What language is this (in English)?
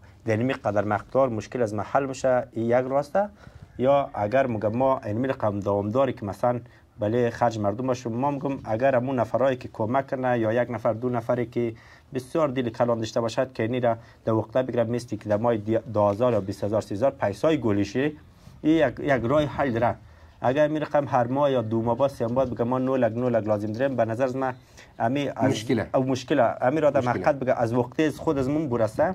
Persian